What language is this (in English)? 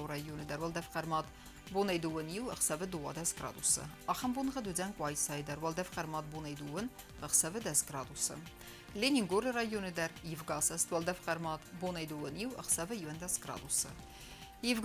Ossetic